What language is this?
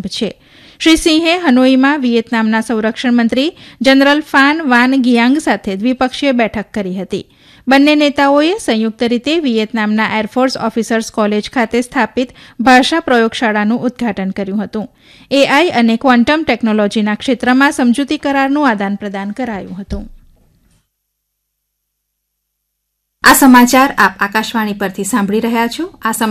Gujarati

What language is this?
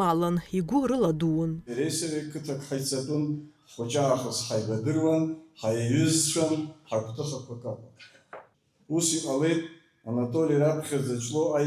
Abkhazian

